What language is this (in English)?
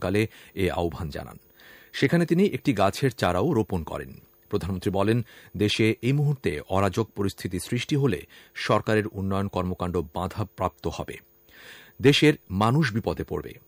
Bangla